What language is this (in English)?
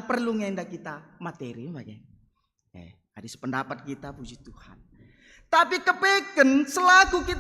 Batak Karo